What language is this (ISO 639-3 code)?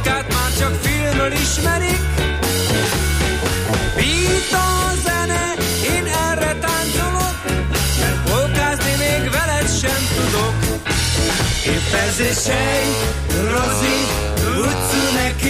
hun